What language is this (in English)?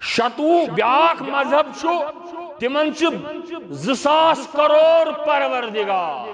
Kashmiri